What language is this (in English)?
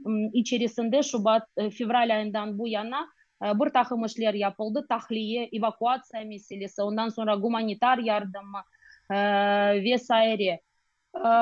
Crimean Tatar